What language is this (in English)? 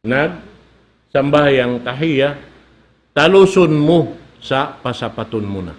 Tausug